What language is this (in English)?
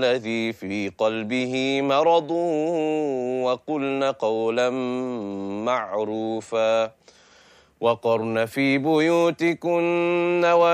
Arabic